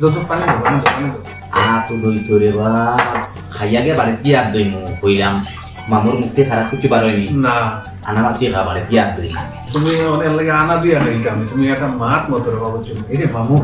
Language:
Sylheti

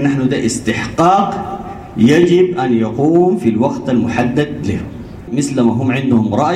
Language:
Sudanese Arabic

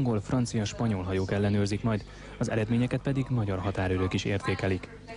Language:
Hungarian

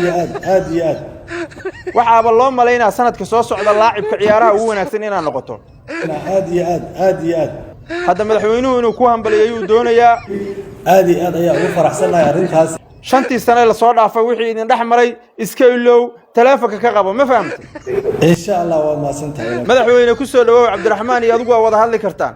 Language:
Somali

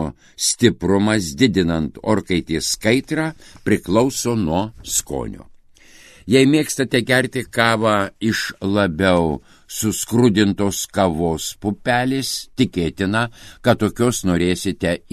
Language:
Lithuanian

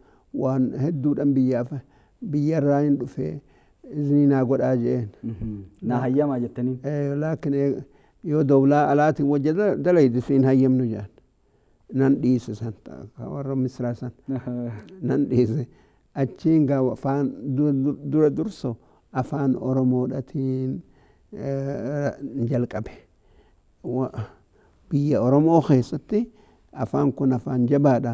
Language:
Oromo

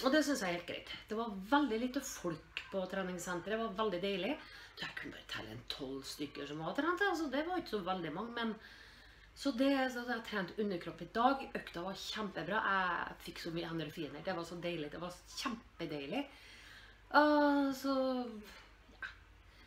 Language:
Norwegian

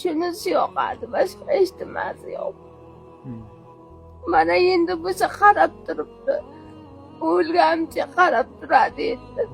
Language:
Uzbek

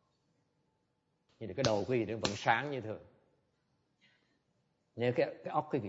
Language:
Vietnamese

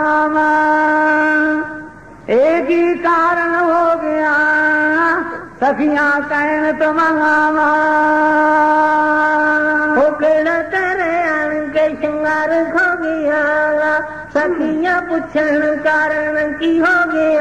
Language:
Punjabi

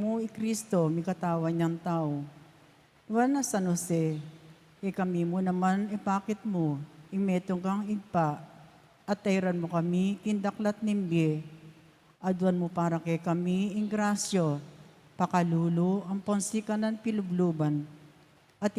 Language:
Pampanga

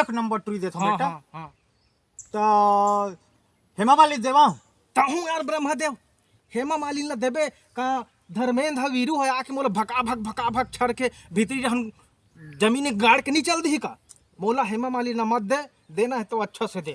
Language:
Chhattisgarhi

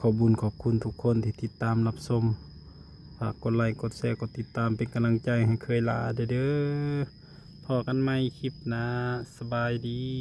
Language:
Lao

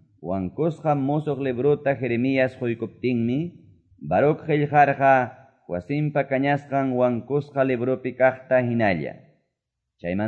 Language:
Quechua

